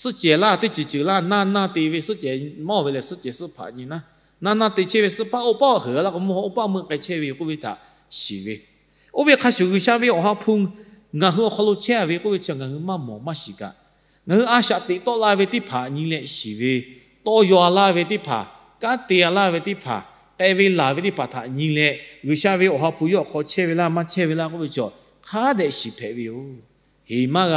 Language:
Lahu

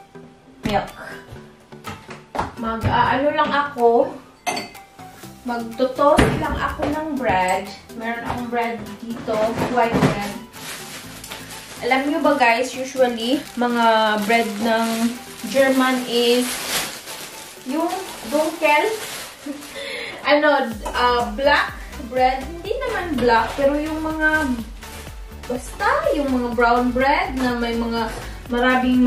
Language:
Filipino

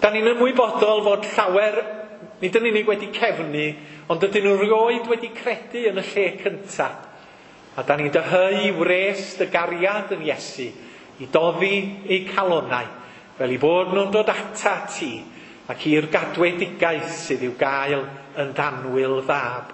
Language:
Welsh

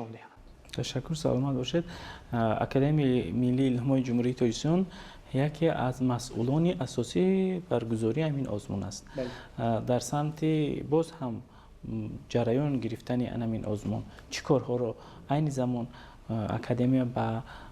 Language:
Tajik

